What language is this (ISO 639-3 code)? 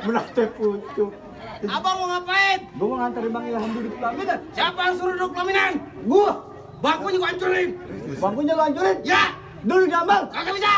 bew